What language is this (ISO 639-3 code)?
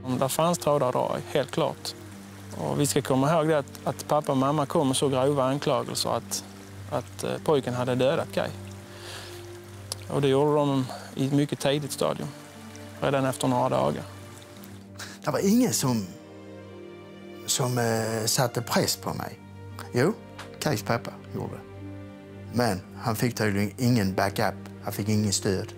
swe